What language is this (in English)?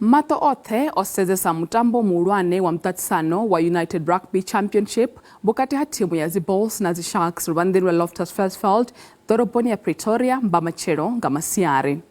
Venda